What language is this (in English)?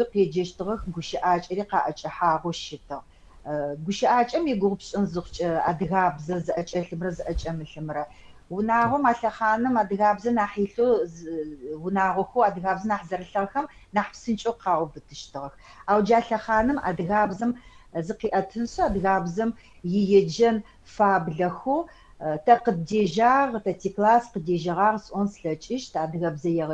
Adyghe